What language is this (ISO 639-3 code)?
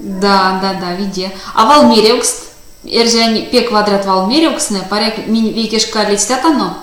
myv